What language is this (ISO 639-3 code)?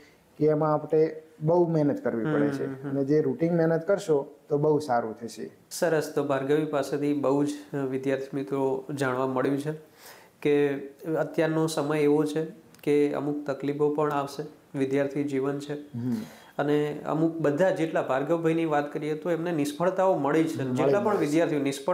guj